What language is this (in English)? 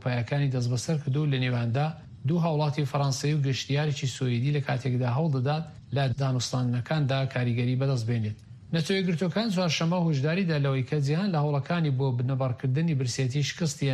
Central Kurdish